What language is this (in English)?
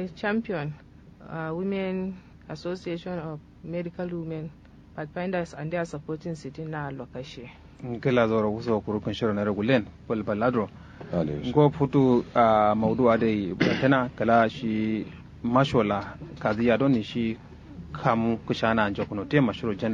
Kanuri